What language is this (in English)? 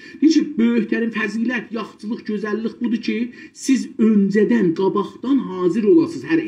South Azerbaijani